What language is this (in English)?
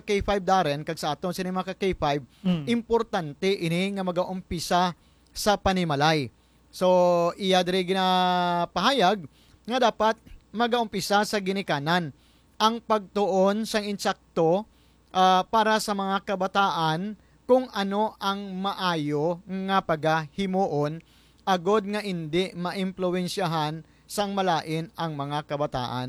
Hiligaynon